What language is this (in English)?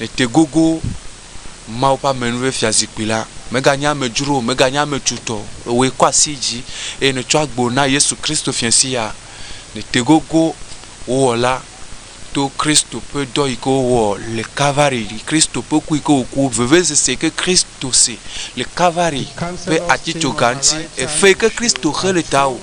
Ewe